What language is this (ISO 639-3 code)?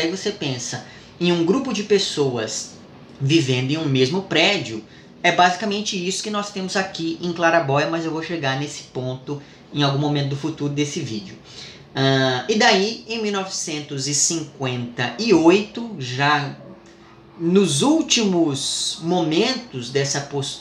por